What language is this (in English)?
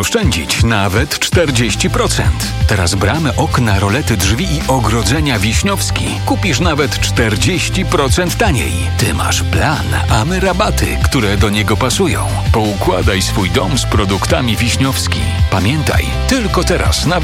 Polish